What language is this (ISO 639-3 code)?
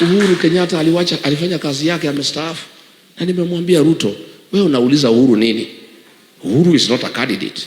swa